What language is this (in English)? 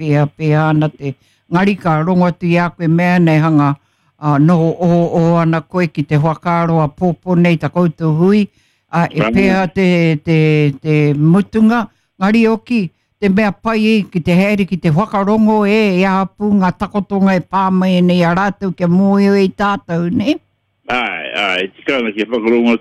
Māori